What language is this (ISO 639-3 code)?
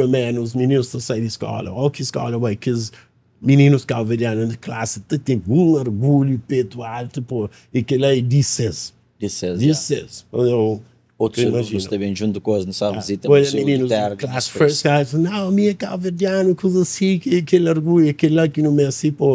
kea